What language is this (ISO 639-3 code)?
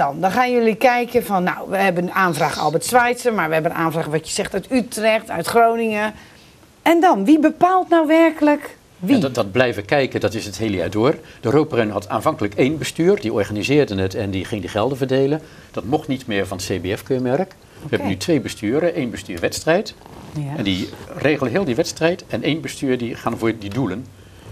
nld